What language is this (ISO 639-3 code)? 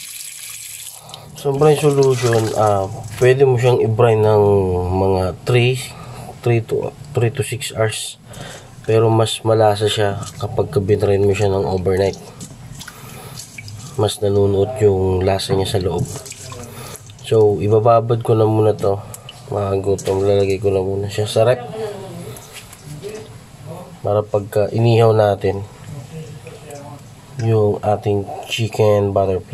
fil